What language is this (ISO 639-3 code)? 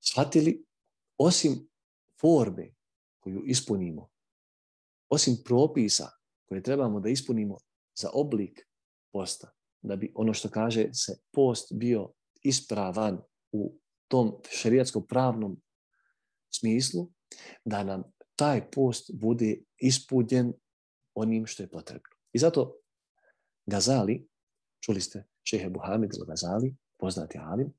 bos